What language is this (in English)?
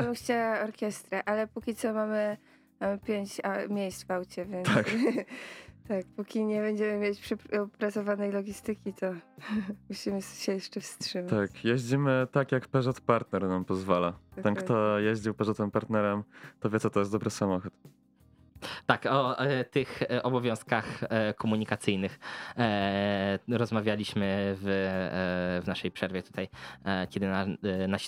Polish